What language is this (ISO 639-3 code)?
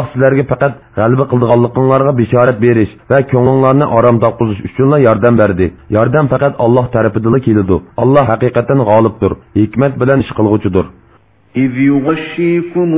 uig